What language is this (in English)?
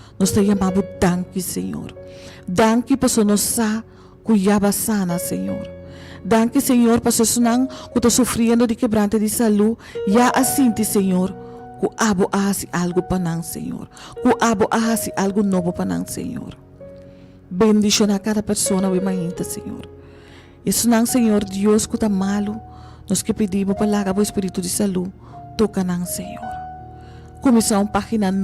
Papiamento